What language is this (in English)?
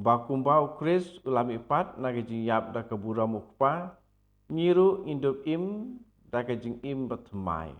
Khasi